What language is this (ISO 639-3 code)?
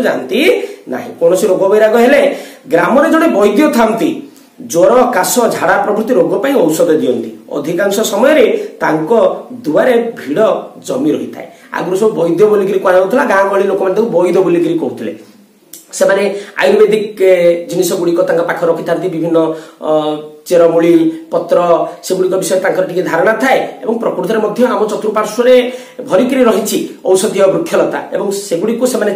ori